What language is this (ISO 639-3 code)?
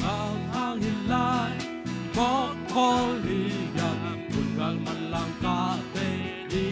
ctd